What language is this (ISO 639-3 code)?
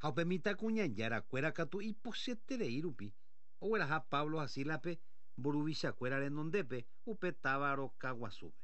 grn